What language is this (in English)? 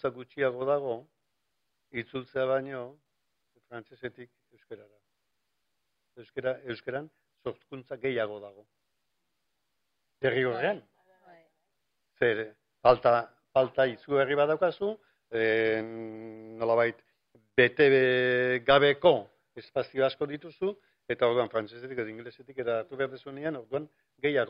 Basque